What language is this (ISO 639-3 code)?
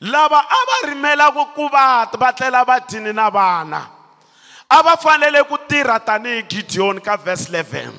tso